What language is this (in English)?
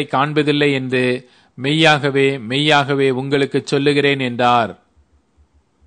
Tamil